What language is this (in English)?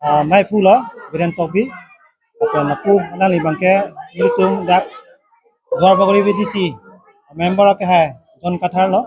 Karbi